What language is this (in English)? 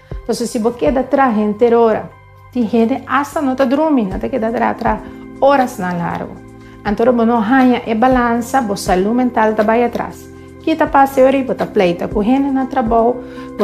Papiamento